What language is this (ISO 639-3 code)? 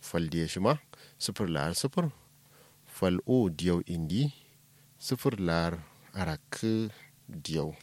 kau